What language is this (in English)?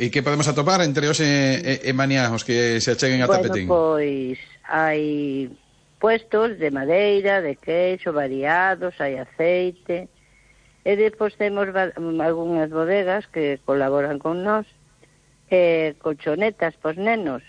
Galician